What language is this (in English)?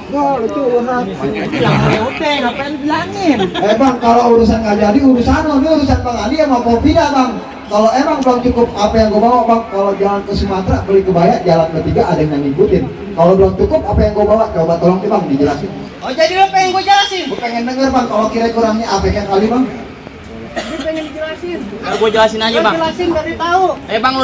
Betawi